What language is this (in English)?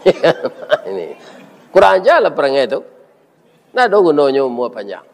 Minangkabau